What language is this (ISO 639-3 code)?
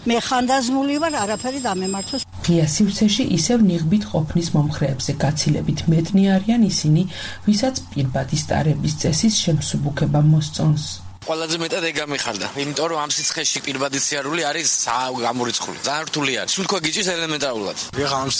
kat